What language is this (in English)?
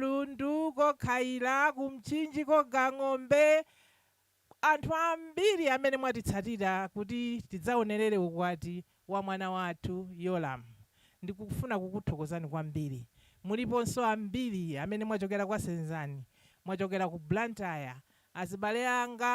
Nyanja